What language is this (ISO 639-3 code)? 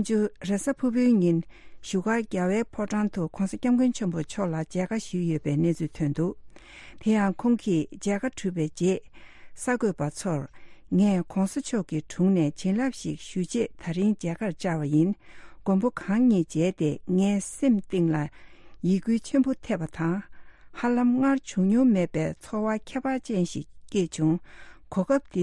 bod